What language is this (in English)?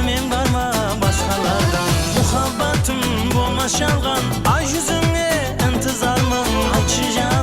Kara-Kalpak